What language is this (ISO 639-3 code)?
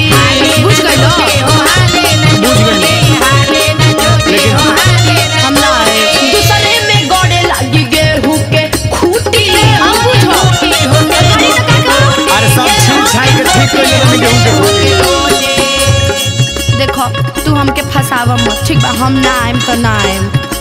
bho